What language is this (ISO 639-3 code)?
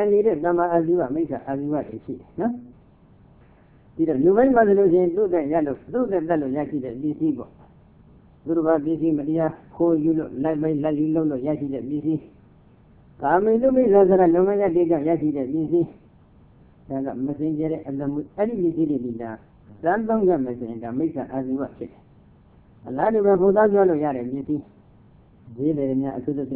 mya